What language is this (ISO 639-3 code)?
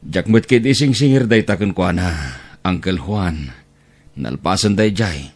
ilo